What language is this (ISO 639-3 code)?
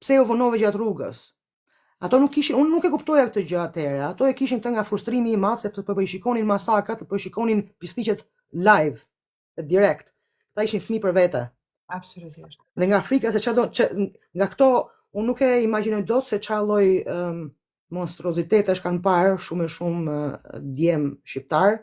sqi